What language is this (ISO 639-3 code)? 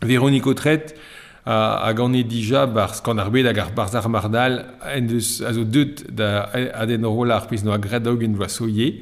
bre